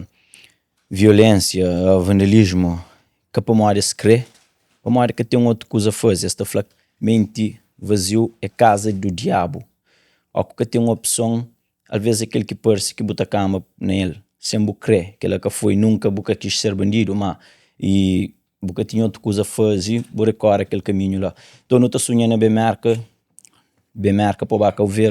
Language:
Kabuverdianu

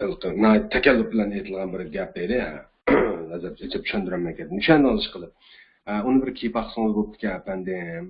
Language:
Uyghur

